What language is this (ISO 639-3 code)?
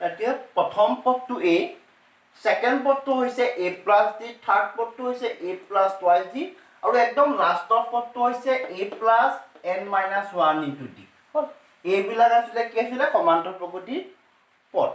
asm